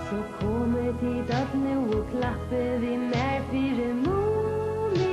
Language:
Faroese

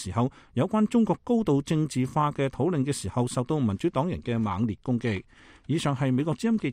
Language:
Cantonese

